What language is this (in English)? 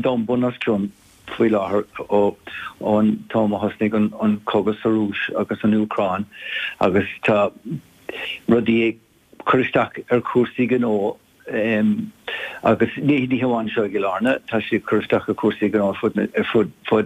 Irish